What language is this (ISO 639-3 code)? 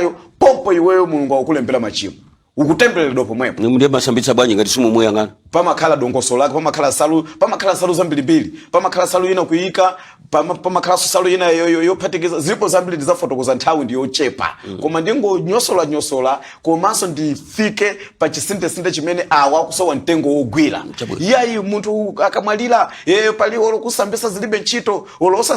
nya